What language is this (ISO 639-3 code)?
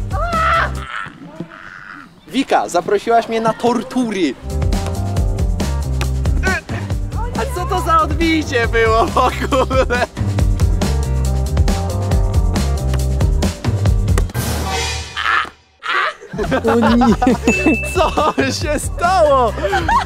pol